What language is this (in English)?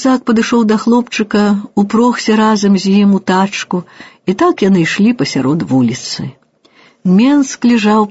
Belarusian